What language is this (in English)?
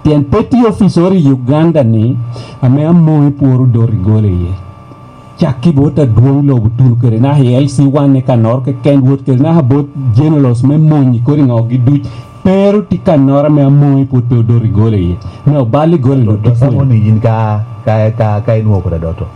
Lango (Uganda)